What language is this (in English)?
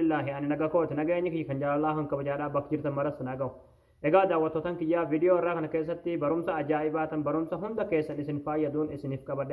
Oromo